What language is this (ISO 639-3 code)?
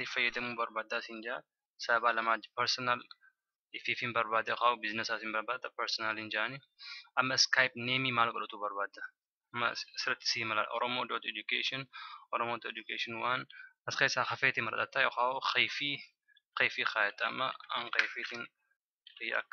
orm